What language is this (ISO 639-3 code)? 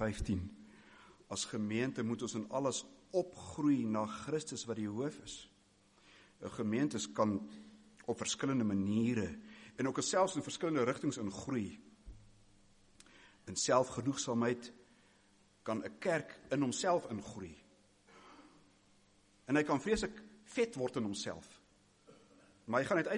afr